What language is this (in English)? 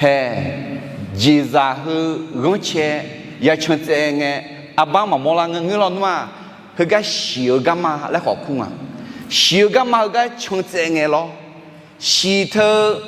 Akha